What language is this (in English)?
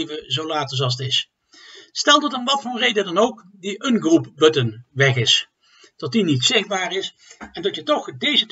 Dutch